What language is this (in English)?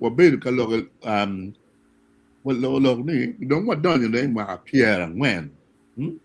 Acoli